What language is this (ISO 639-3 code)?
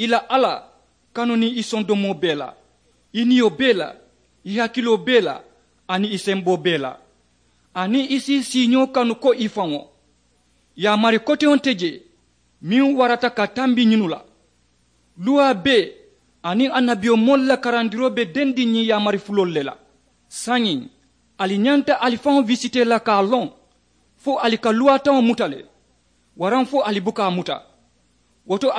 man